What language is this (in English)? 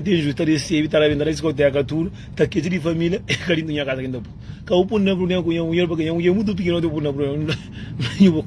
Kabuverdianu